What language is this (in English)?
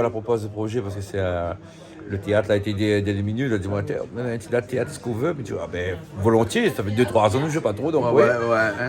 Réunion Creole French